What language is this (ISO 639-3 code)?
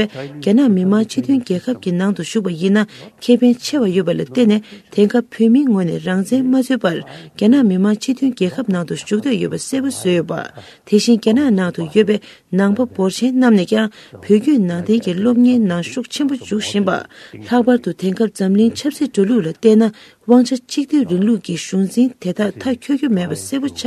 bod